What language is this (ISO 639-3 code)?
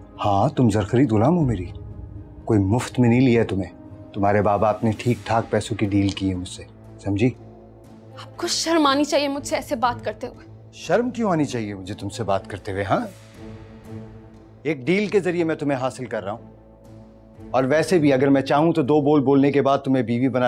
hin